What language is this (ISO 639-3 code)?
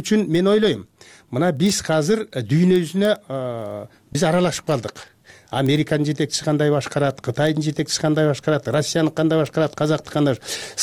kir